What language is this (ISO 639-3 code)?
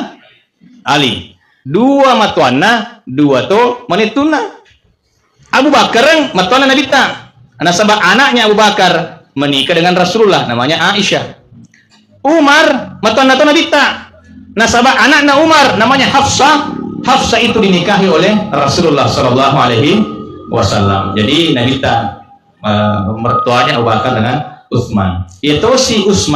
bug